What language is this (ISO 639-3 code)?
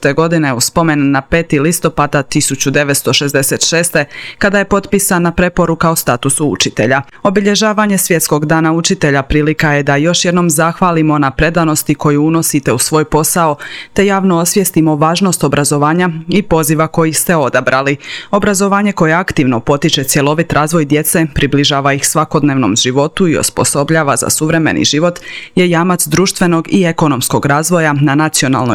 hrv